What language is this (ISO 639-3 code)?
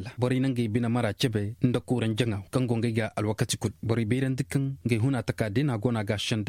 ses